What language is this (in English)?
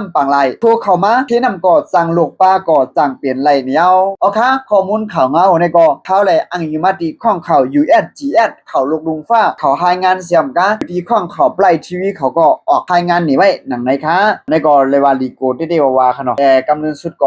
Shan